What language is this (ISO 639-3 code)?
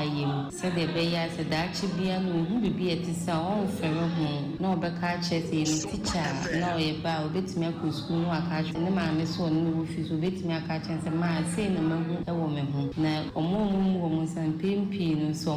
aka